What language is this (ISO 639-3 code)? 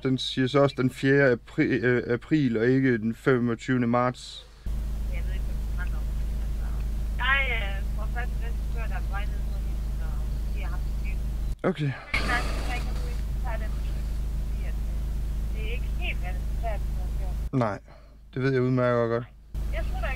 dan